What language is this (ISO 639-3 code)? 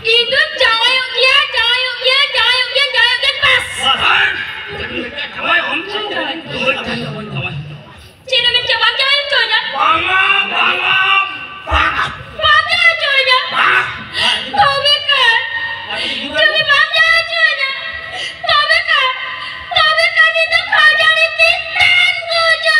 sat